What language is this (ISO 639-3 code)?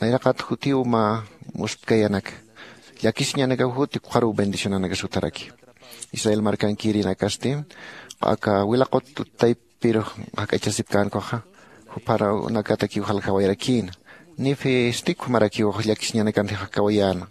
aym